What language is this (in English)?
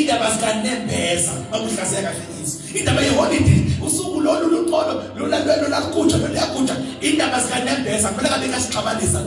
Zulu